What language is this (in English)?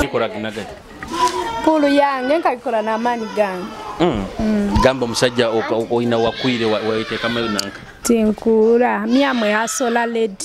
Nyoro